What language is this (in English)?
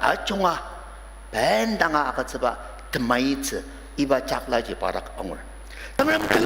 Ao Naga